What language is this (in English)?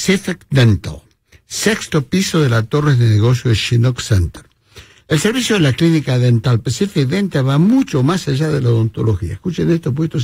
Spanish